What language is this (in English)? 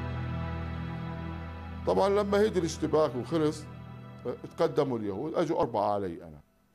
Arabic